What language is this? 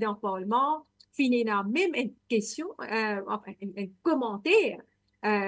Morisyen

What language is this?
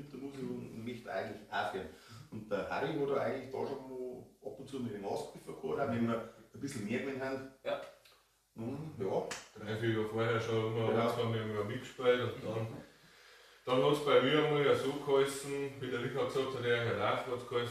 Bavarian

